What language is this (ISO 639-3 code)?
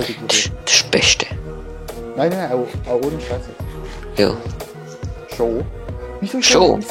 gsw